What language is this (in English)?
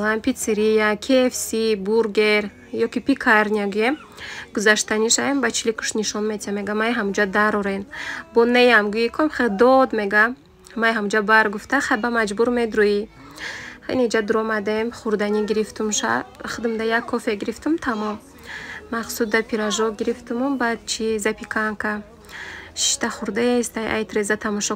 Tajik